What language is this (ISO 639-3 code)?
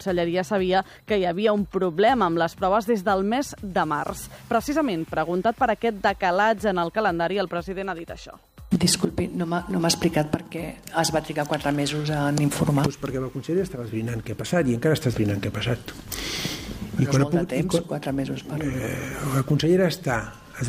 cat